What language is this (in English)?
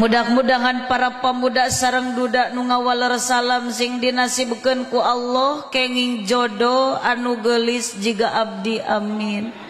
Sundanese